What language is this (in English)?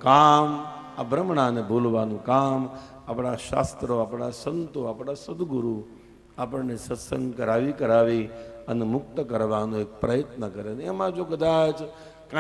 Gujarati